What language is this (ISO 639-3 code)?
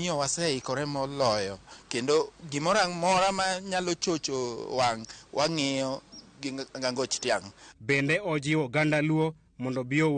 luo